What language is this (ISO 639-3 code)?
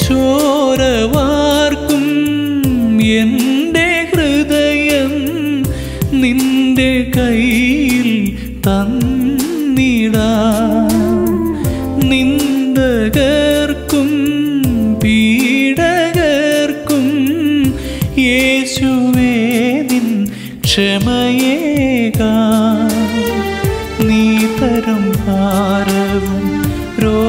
mal